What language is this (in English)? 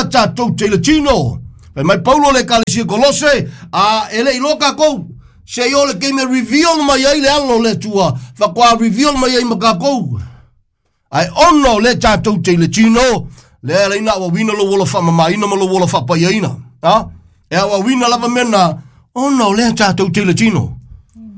Samoan